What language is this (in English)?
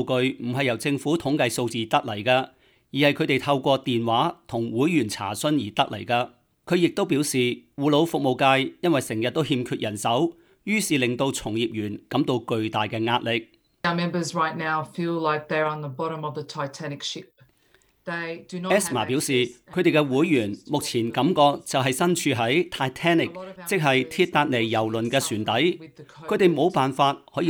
Cantonese